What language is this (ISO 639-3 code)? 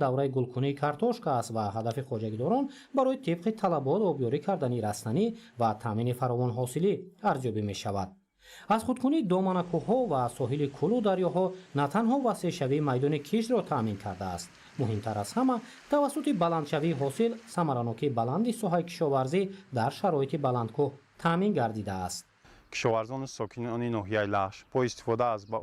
tgk